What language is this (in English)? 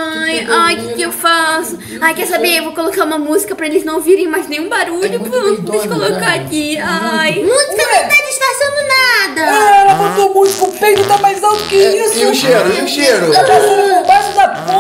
Portuguese